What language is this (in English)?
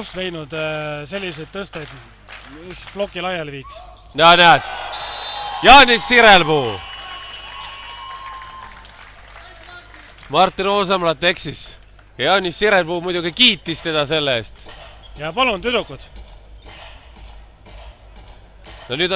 Estonian